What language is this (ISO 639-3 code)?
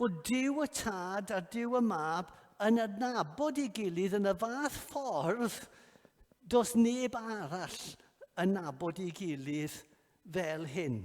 cym